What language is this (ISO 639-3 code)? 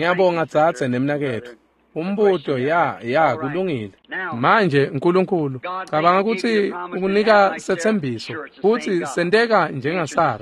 ssw